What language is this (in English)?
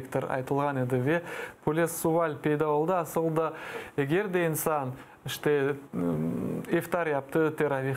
Crimean Tatar